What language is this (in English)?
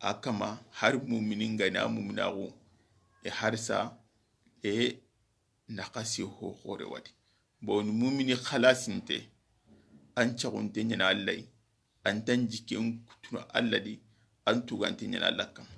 Soninke